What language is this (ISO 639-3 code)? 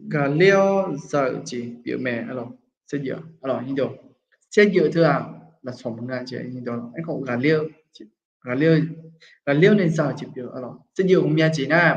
ahk